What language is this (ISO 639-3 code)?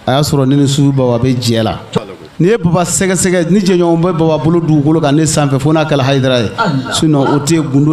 bam